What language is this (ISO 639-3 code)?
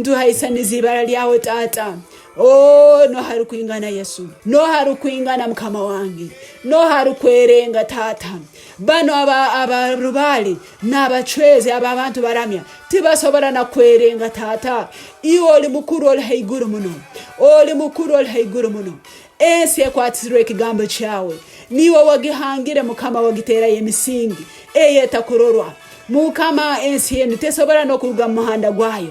ttj